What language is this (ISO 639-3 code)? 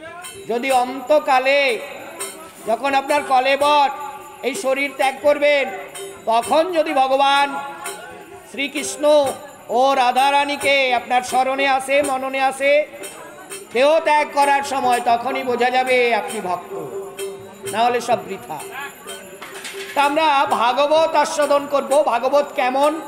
ben